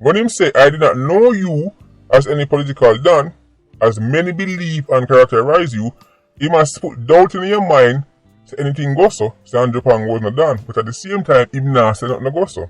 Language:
Jamaican Creole English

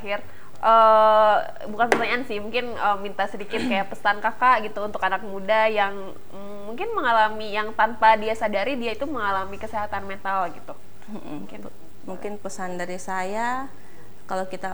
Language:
Indonesian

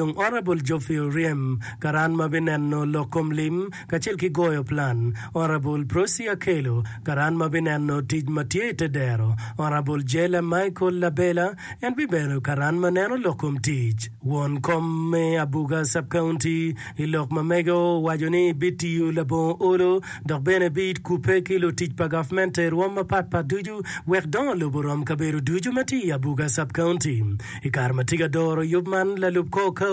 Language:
Acoli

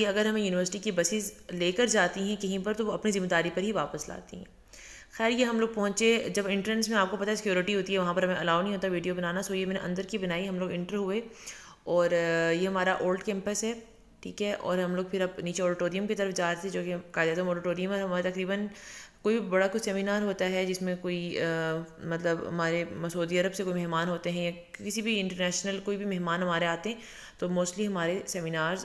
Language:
Urdu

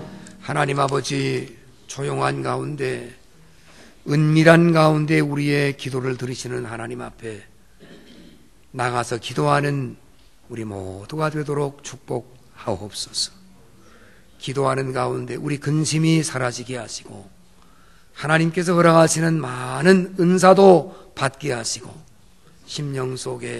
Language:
Korean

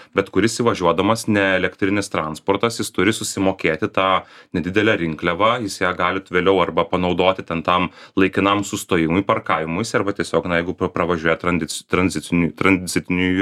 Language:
Lithuanian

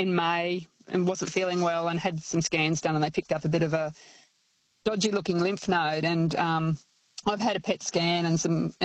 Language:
English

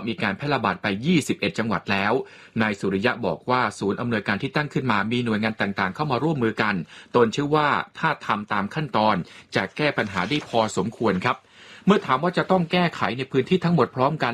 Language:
Thai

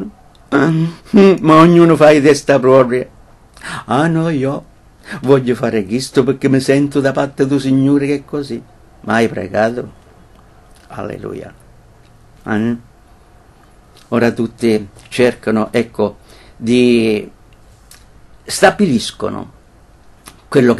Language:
Italian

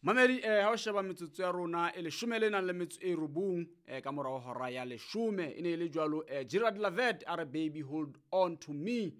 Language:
Southern Sotho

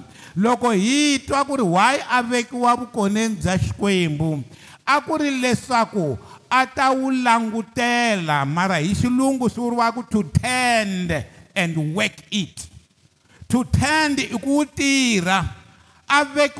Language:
Tsonga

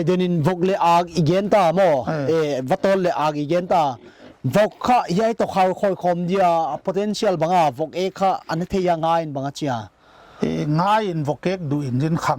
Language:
Paite Chin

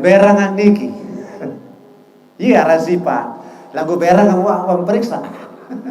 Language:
Sasak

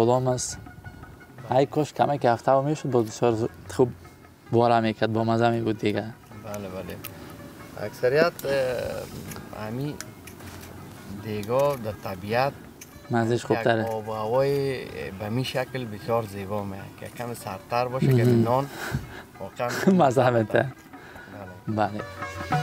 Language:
Persian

